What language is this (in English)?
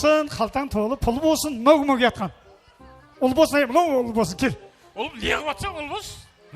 Kara-Kalpak